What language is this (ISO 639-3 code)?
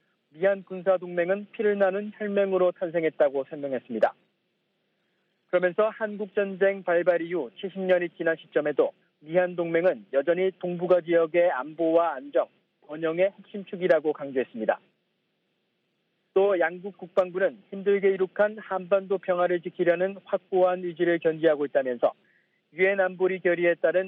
kor